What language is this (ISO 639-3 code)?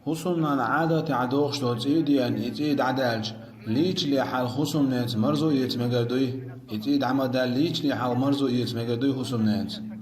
che